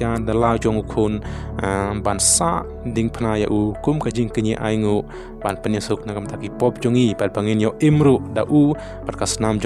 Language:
Khasi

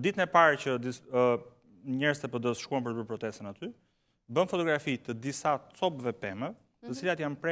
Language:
Albanian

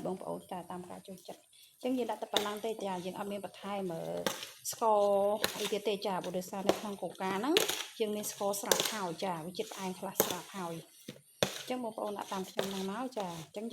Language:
Khmer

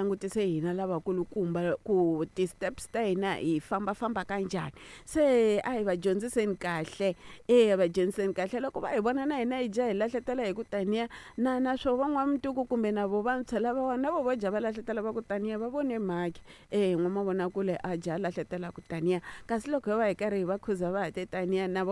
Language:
Tsonga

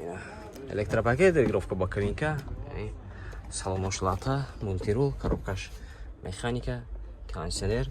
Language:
Tajik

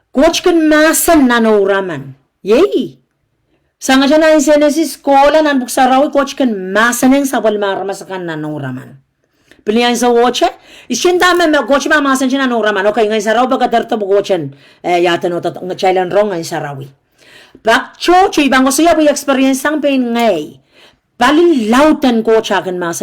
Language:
Pohnpeian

